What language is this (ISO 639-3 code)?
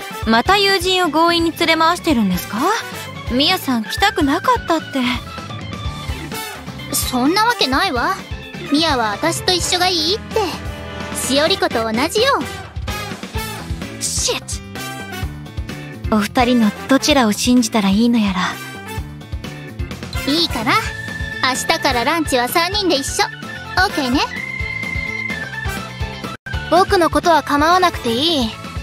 jpn